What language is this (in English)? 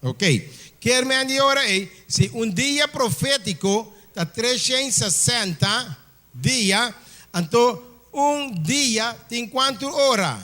Papiamento